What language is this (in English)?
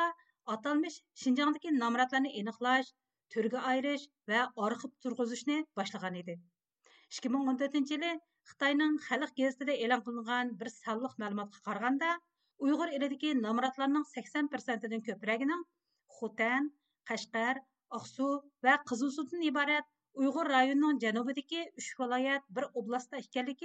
Uyghur